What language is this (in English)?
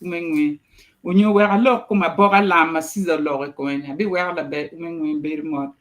Acoli